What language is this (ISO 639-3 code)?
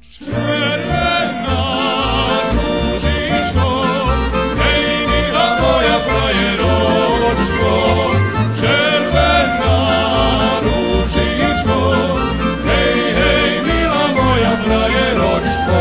rue